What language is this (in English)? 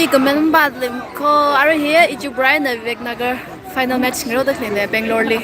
Tangkhul Naga (India)